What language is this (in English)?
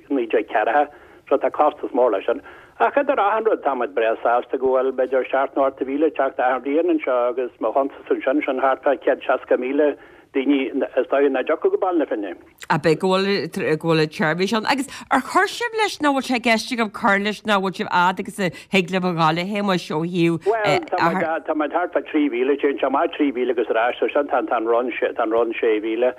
Irish